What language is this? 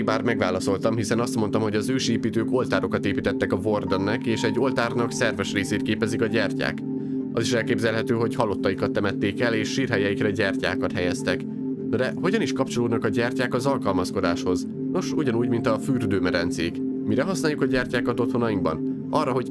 Hungarian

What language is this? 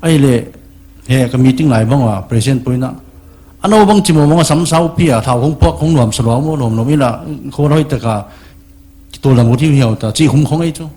Paite Chin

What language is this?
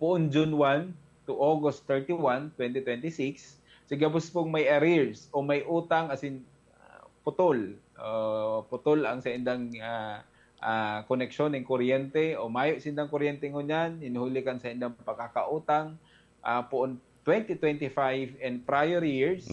Bikol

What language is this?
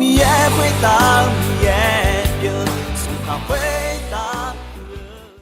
Akha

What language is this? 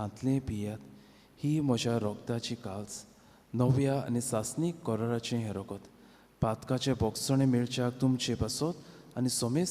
Konkani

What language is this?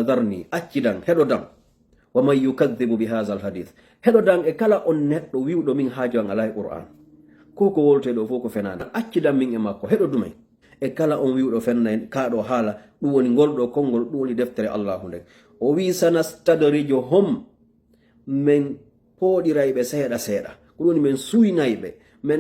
Fula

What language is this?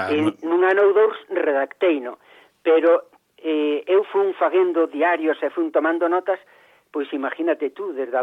Galician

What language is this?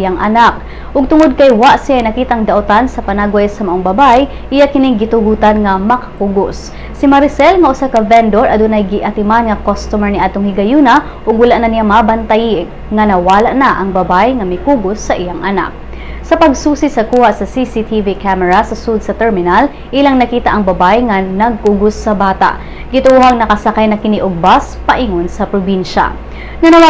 Cebuano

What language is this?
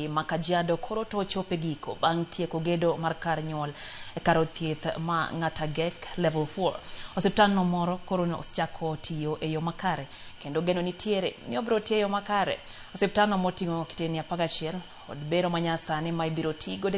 Luo (Kenya and Tanzania)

